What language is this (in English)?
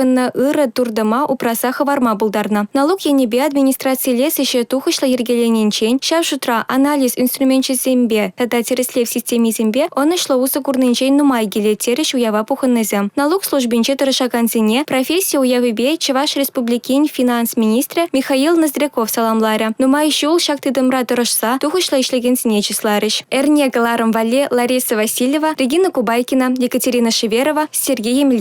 Chuvash